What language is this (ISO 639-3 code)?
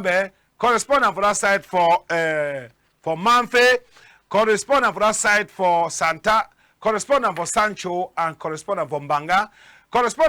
wes